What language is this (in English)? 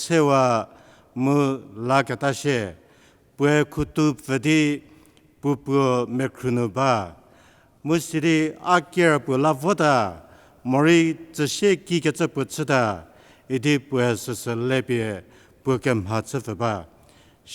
Angami Naga